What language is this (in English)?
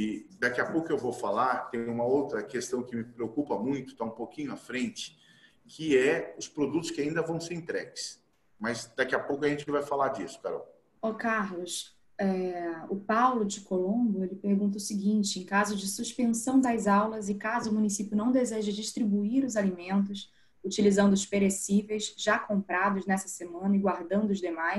Portuguese